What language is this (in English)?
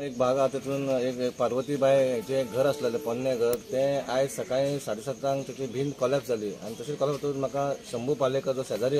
Konkani